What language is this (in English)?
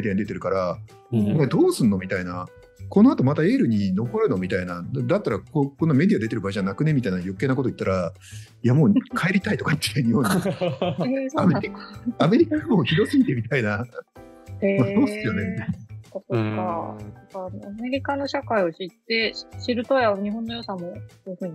Japanese